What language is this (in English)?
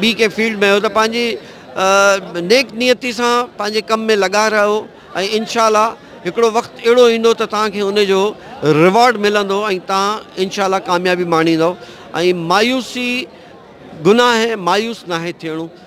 Sindhi